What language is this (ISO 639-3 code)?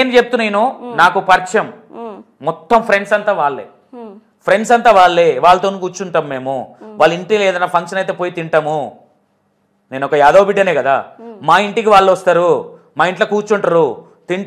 tel